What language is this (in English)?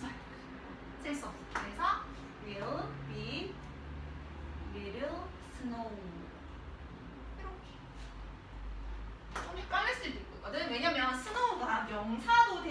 Korean